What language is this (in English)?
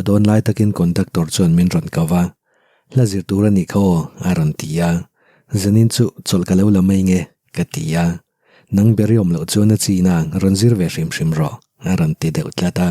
Mizo